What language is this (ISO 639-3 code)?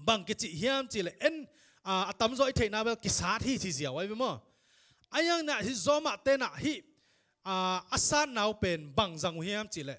ctd